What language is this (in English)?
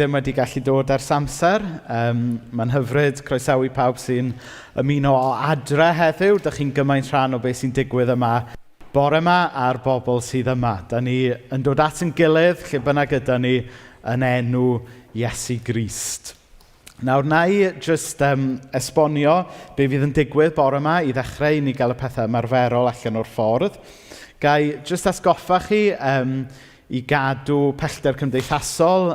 Welsh